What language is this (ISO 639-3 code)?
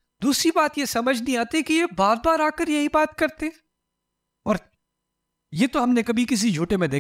urd